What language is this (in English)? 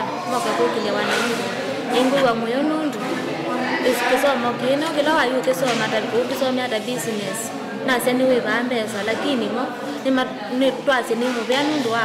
Kamba